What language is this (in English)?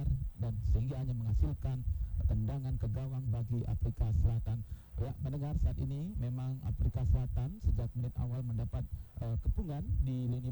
Indonesian